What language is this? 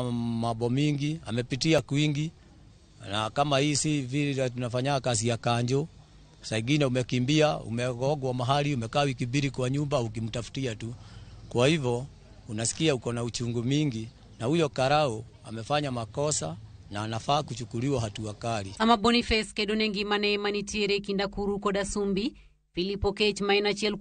Luo (Kenya and Tanzania)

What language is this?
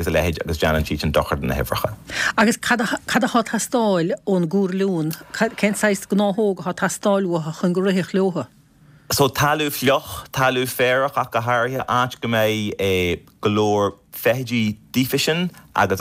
Irish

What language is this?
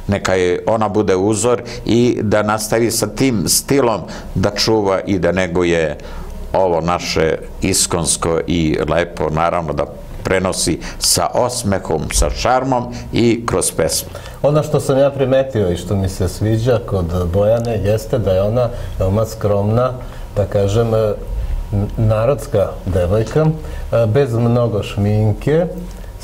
Serbian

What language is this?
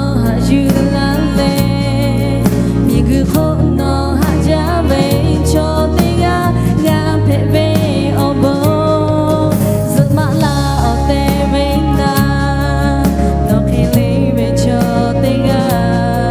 Lahu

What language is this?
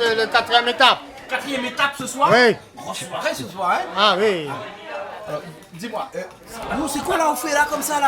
Réunion Creole French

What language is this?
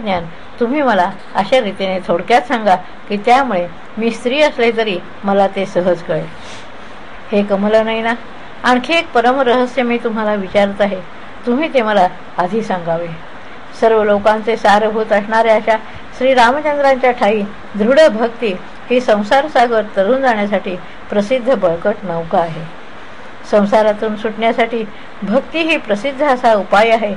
Marathi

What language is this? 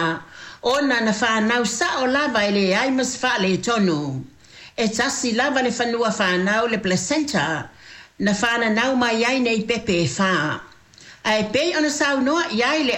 Samoan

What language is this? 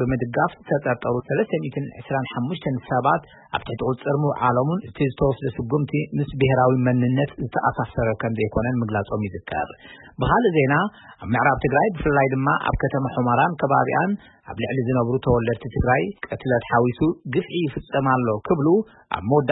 Tigrinya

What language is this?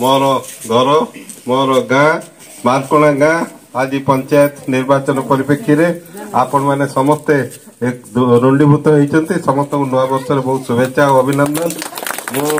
Odia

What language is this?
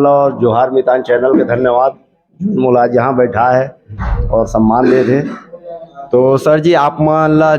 Chhattisgarhi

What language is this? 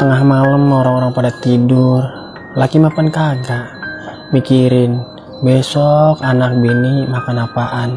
Betawi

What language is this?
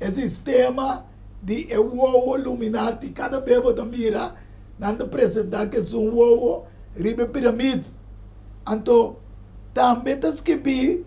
Papiamento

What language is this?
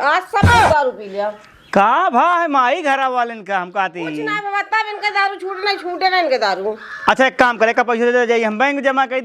Awadhi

